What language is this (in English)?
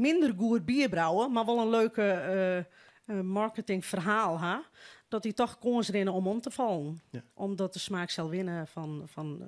Western Frisian